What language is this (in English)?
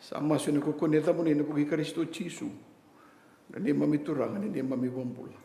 Fijian